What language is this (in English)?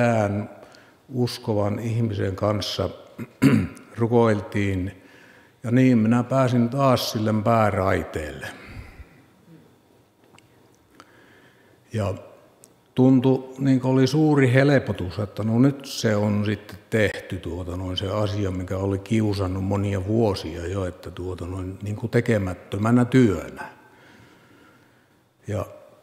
Finnish